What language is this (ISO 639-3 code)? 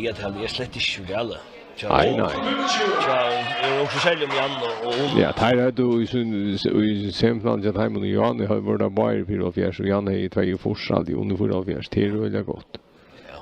fao